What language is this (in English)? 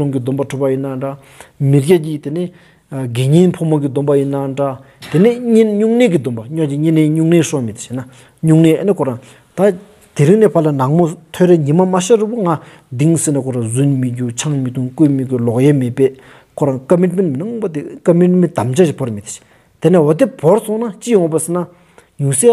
Stod Bhoti